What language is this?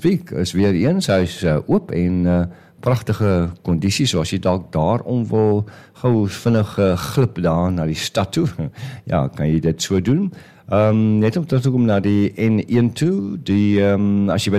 Afrikaans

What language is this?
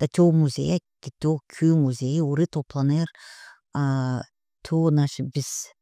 Gagauz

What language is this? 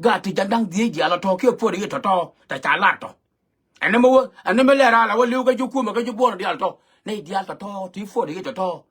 Nuer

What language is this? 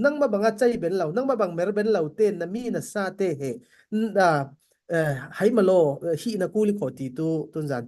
Falam Chin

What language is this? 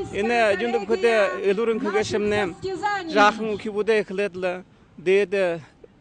Buriat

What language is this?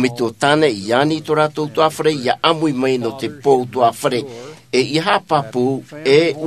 Tahitian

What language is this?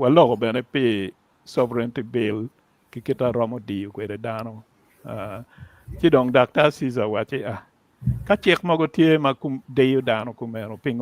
Acoli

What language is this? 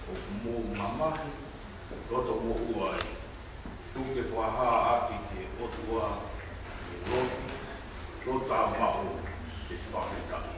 Tongan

